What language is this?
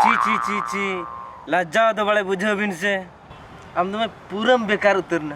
Santali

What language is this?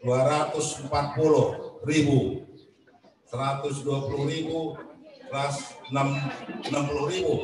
Batak Karo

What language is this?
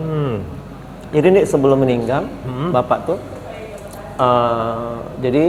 Musi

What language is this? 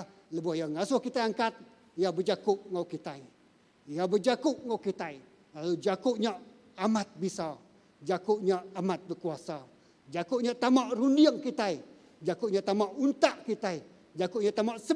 Iban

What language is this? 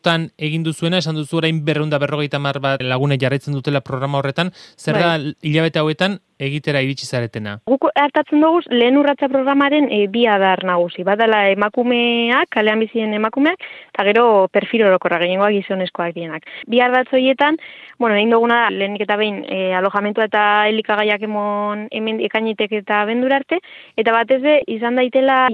Basque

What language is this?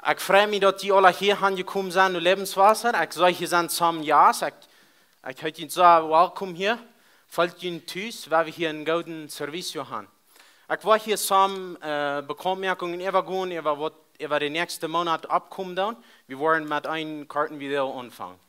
Plautdietsch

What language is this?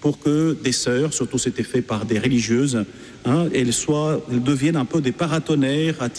French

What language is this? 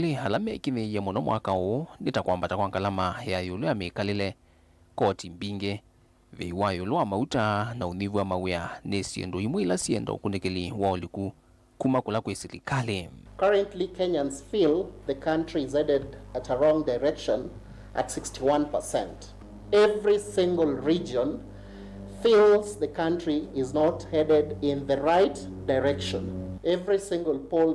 Kamba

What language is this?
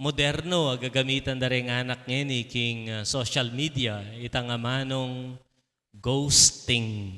Pampanga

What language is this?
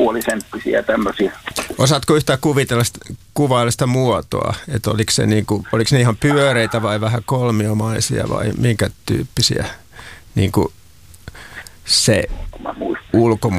Finnish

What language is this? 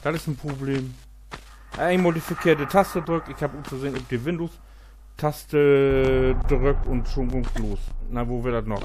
Low German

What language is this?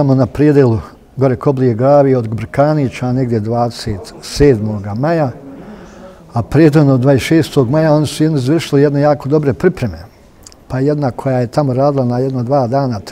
Bosnian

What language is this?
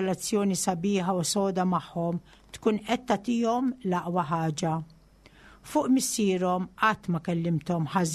Maltese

